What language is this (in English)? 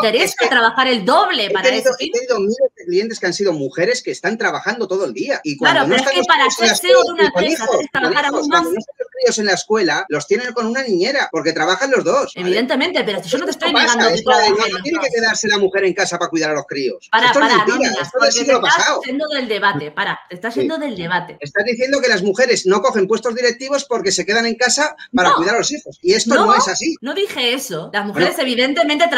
Spanish